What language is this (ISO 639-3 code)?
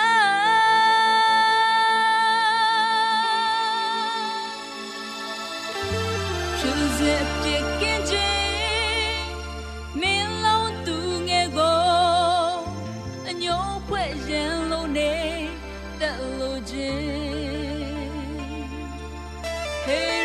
mya